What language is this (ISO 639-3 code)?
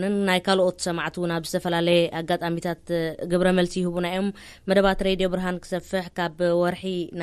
tir